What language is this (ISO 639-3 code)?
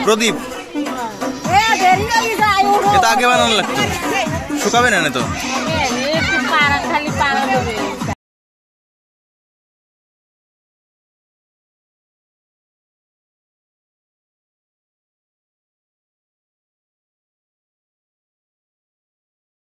ben